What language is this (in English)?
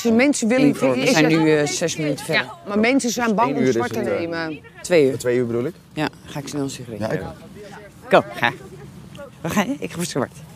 Dutch